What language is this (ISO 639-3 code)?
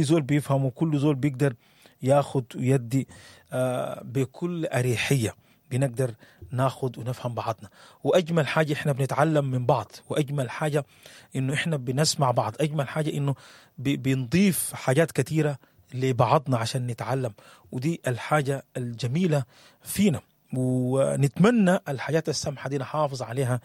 apd